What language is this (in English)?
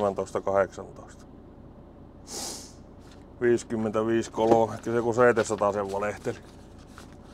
Finnish